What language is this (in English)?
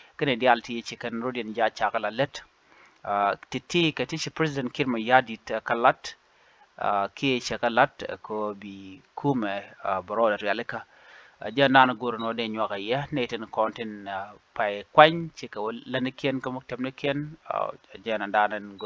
Nuer